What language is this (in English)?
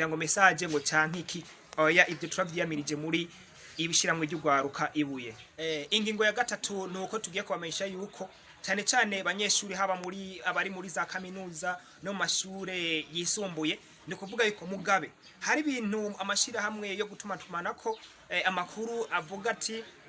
Rundi